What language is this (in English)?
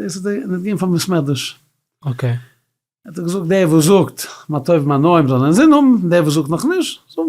Yiddish